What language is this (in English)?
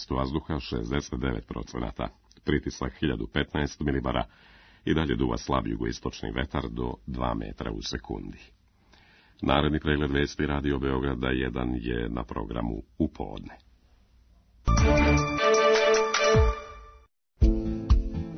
Serbian